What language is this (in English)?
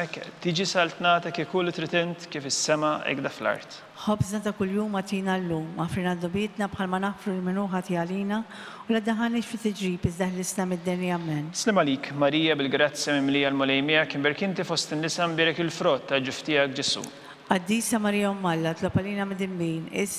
Maltese